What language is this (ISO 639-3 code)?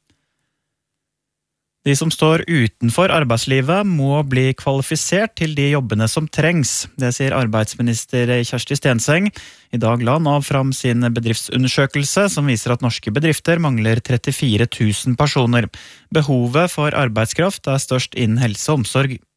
nor